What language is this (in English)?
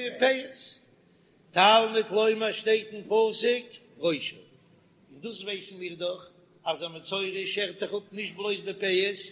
Yiddish